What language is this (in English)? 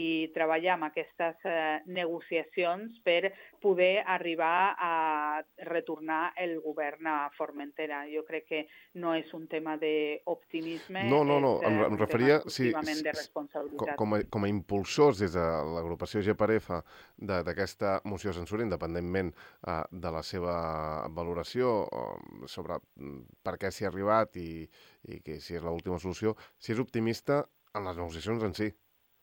Catalan